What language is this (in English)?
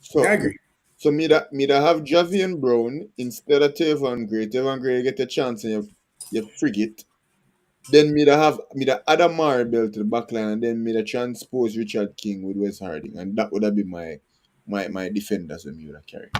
Jamaican Creole English